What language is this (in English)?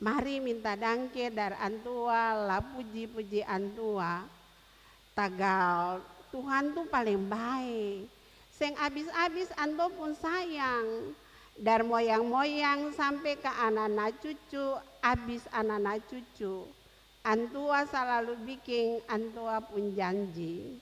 Ambonese Malay